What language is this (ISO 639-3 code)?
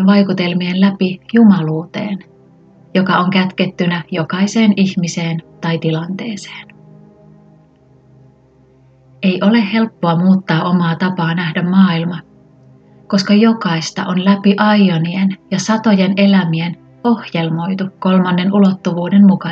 fin